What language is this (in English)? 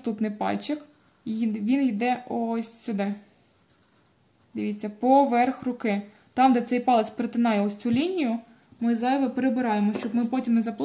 Ukrainian